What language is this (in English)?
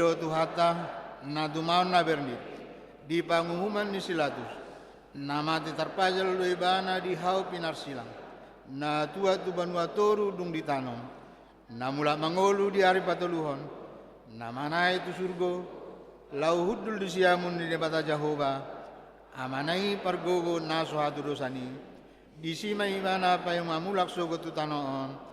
Batak Toba